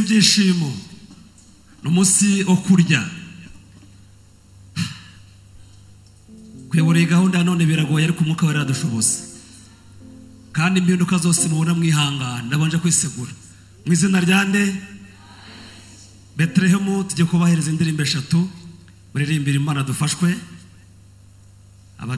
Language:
Kinyarwanda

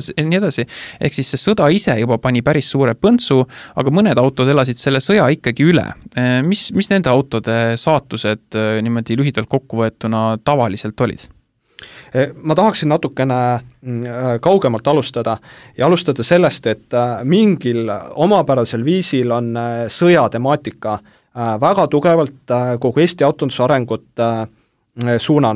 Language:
Estonian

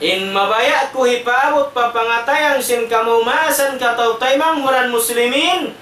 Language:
Tausug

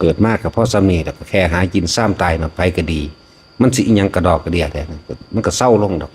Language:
Northeastern Thai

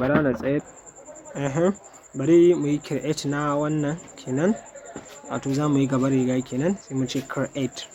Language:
Hausa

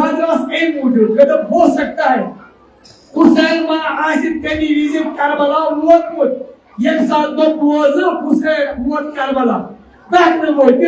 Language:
Kashmiri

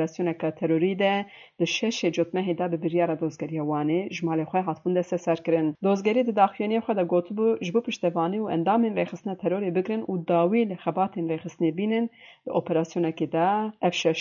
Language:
Kurdish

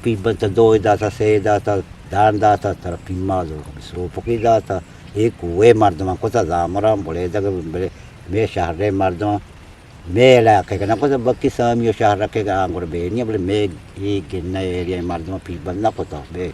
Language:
Eastern Balochi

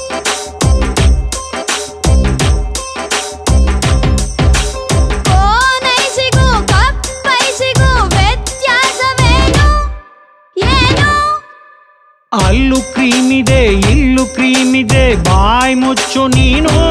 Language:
Kannada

